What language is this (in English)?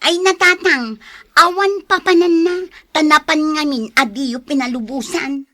Iloko